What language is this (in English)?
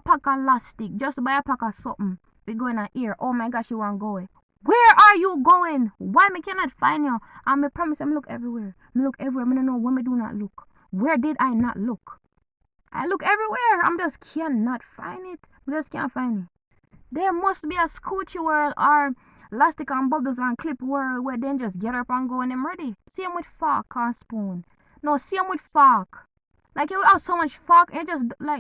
Jamaican Creole English